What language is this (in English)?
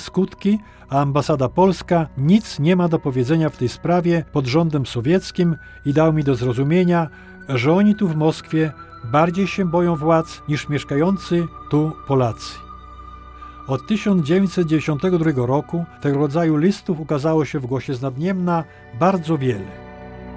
Polish